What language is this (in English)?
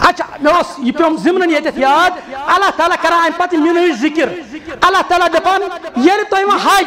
Kashmiri